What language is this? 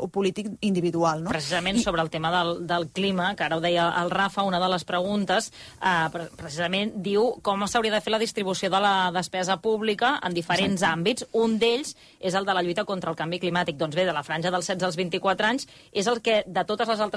Catalan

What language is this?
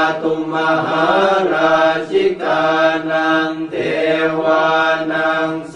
Pali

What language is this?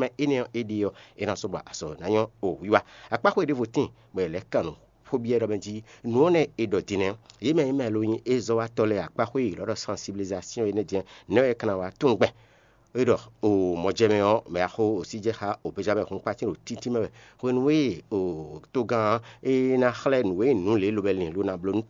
Fon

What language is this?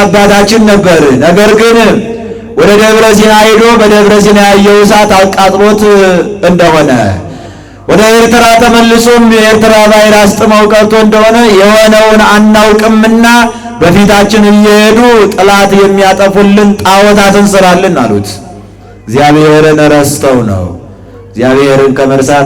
Amharic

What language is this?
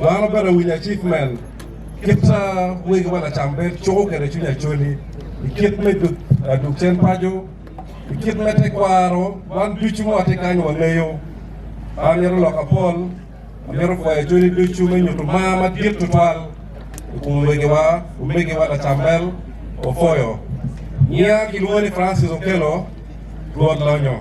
Acoli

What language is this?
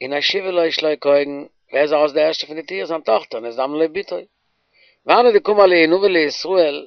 Yiddish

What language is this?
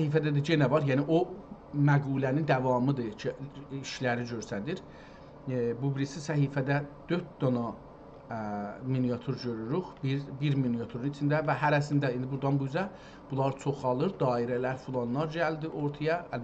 South Azerbaijani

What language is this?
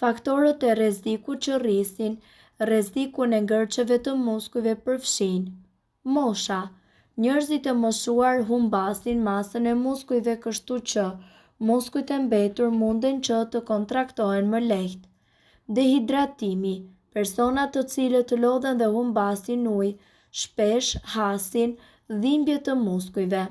Albanian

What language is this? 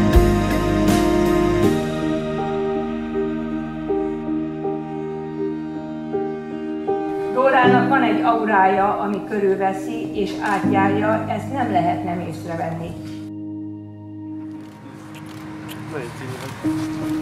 Hungarian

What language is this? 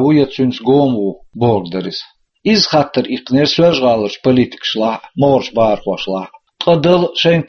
Chechen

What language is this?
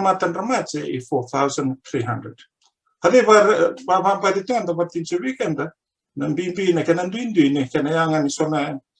Fijian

